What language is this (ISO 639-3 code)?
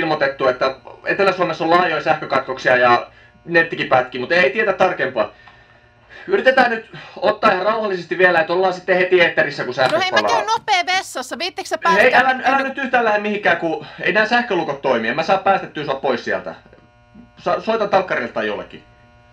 fin